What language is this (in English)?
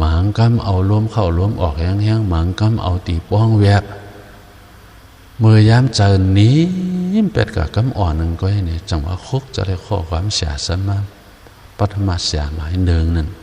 Shan